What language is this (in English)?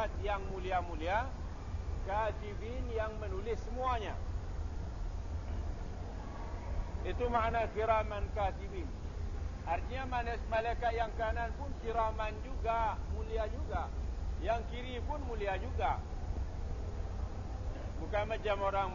Malay